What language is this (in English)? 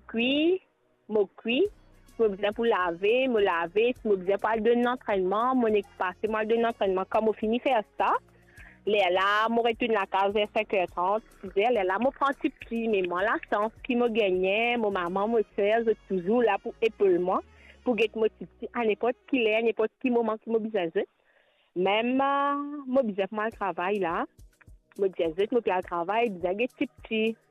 Morisyen